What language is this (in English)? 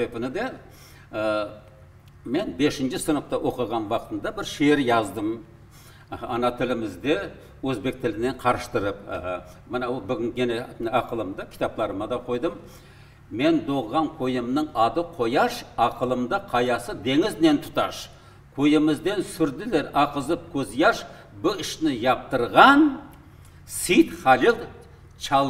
Crimean Tatar